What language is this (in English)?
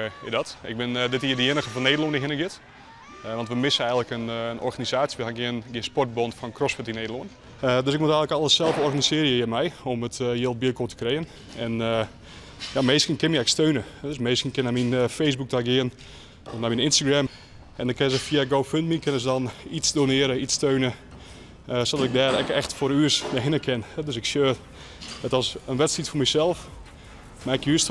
Western Frisian